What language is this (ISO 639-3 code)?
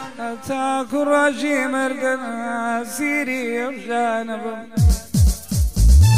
fas